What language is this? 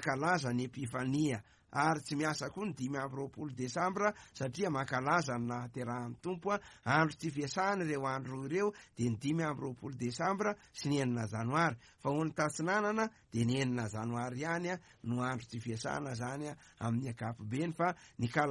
Malagasy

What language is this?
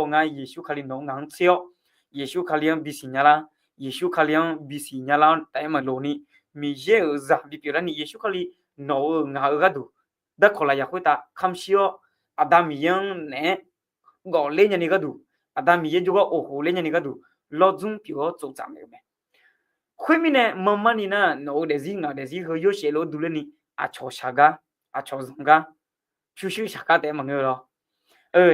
Akha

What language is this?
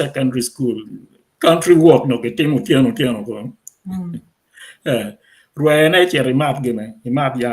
Acoli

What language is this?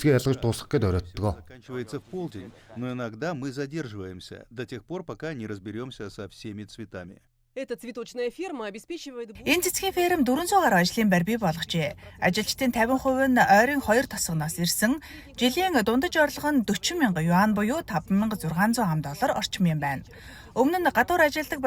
Mongolian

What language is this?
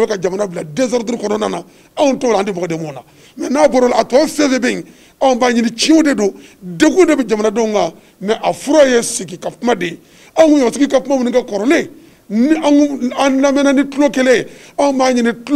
Bambara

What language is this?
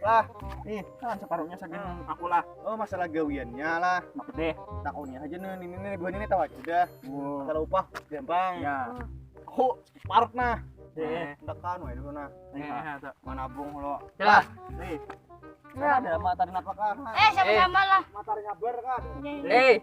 Banjar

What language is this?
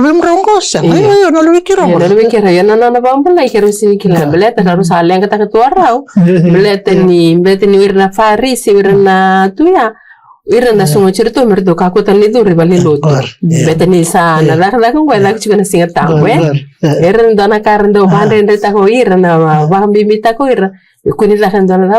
Fijian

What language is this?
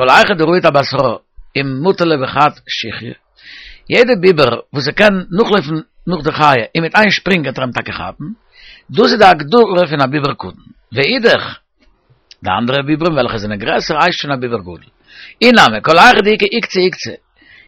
Yiddish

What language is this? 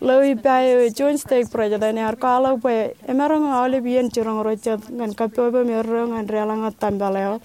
Marshallese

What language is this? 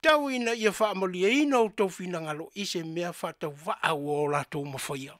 Samoan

